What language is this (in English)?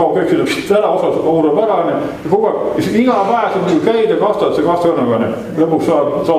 Estonian